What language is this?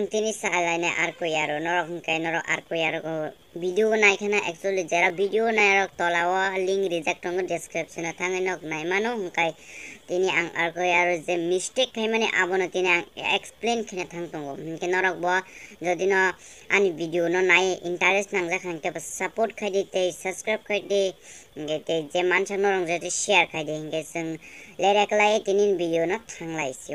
Kok Borok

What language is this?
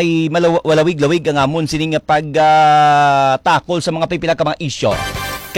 Hiligaynon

